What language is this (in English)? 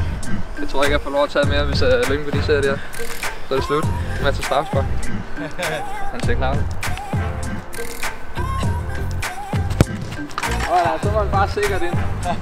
Danish